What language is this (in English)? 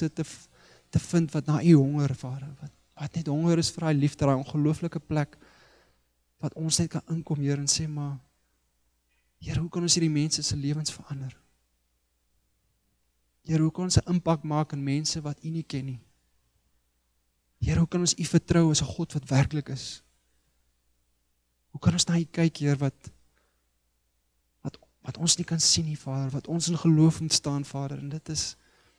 Afrikaans